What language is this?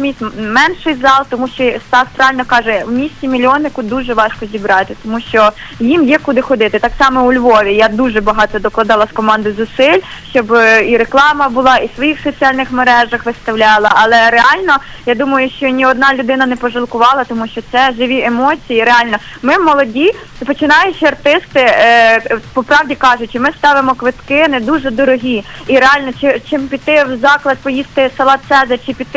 Ukrainian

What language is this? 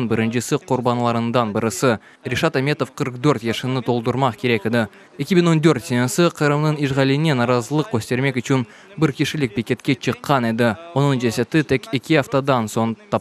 Crimean Tatar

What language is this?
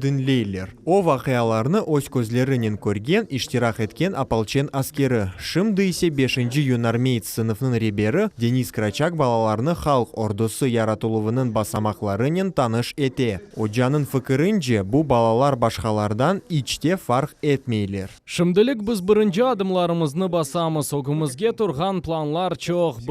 Crimean Tatar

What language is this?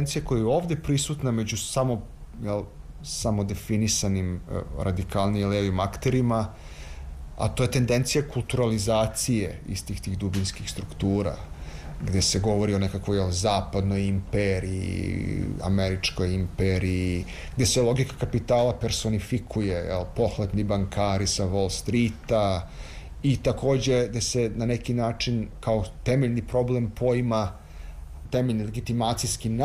Serbian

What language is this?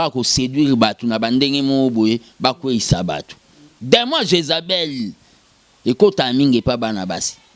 Lingala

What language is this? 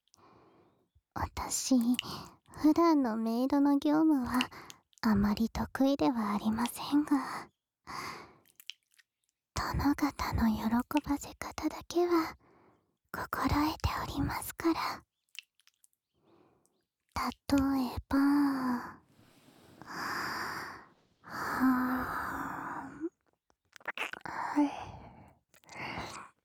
Japanese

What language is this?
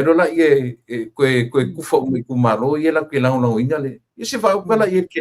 Samoan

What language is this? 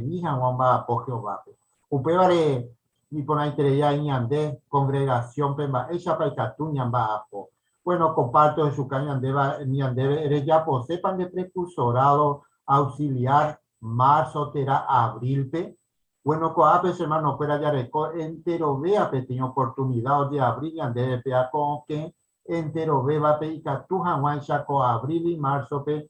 Guarani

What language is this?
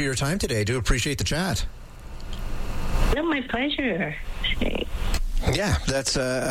English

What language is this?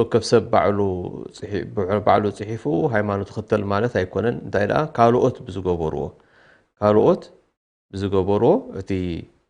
Tigrinya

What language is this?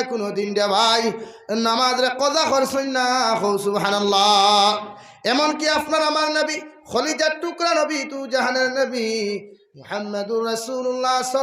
Sylheti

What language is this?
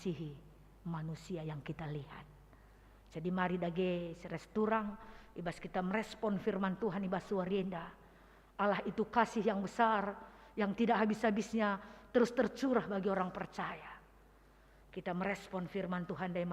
Batak Karo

